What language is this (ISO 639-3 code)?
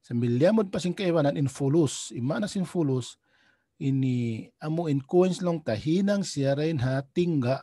tsg